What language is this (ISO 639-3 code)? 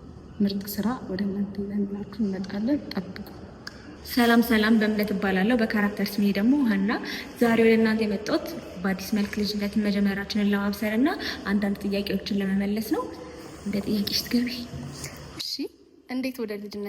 amh